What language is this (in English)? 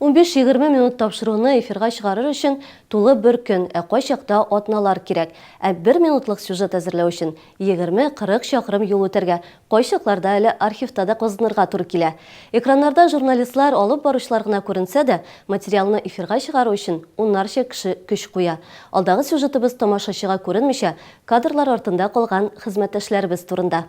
Tatar